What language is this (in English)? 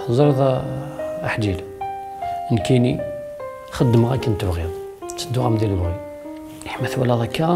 Kabyle